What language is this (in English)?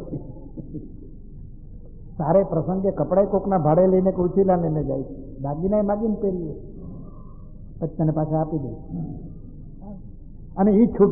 Gujarati